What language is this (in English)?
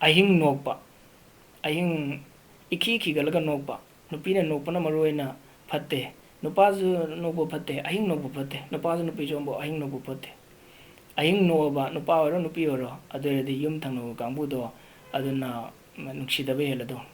Manipuri